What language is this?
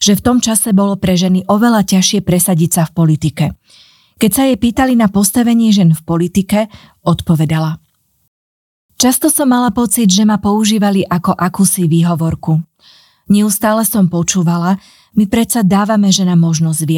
Slovak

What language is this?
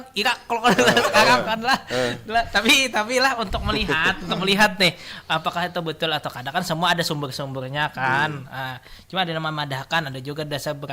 Banjar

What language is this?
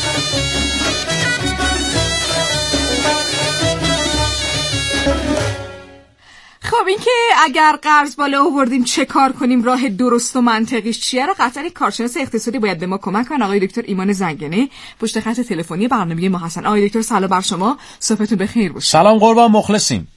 Persian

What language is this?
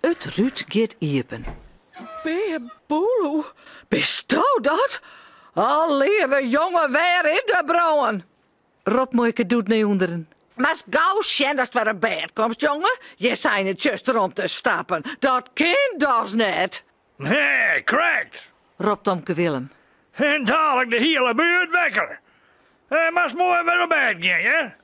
Western Frisian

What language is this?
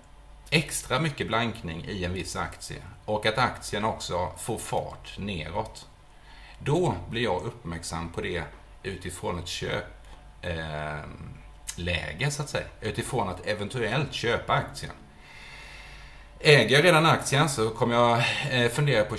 Swedish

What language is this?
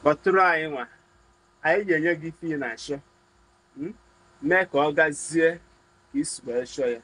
Igbo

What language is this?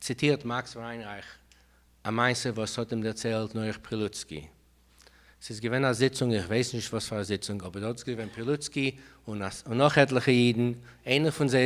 Yiddish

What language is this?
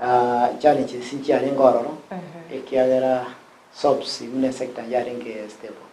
Gusii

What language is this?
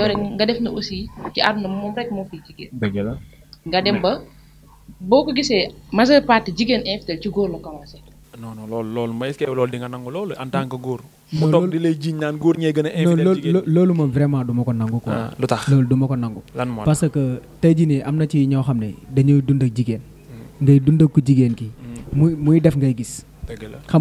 Wolof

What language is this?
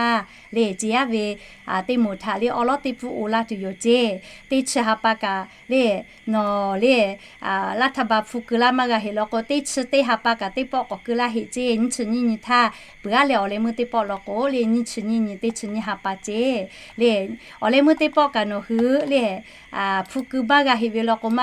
Lahu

